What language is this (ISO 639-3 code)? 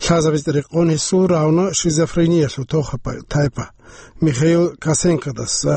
ava